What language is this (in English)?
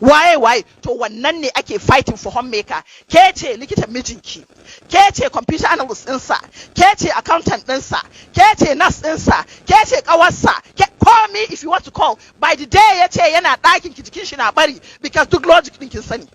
Hausa